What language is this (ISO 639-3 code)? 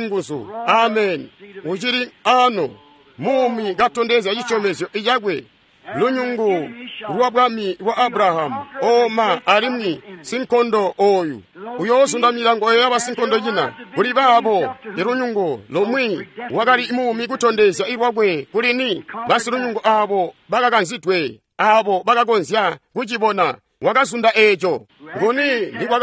toi